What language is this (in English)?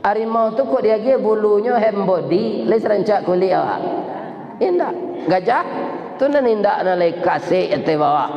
Minangkabau